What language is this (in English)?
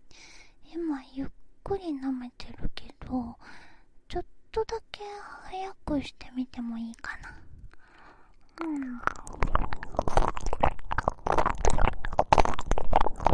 Japanese